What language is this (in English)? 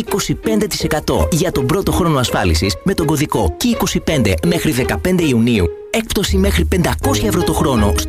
Greek